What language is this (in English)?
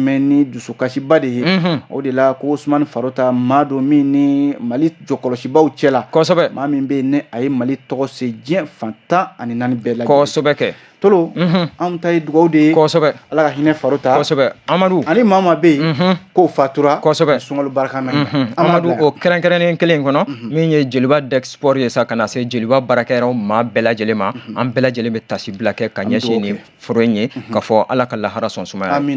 Bambara